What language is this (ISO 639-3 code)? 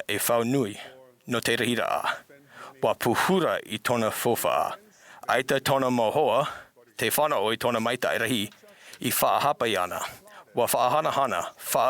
tah